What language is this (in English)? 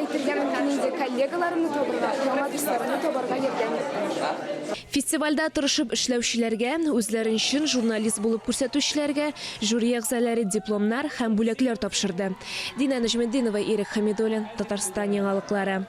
Tatar